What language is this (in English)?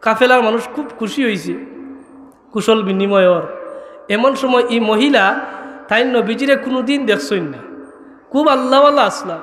Sylheti